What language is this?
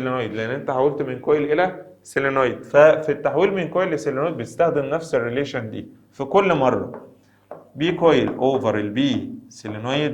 Egyptian Arabic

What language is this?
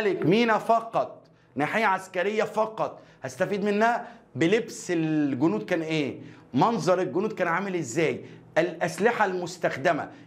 Egyptian Arabic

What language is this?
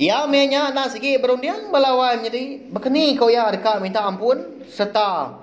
Iban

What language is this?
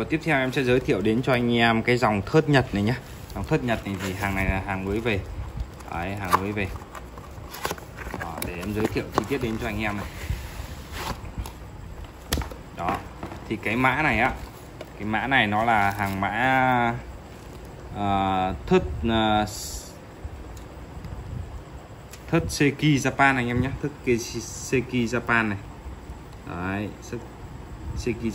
Vietnamese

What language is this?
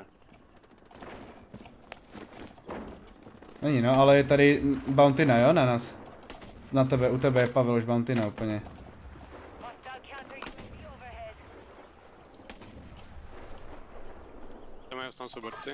Czech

